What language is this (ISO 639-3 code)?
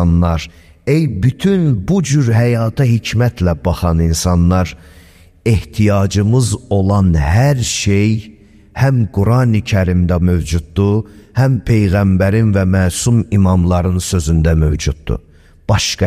aze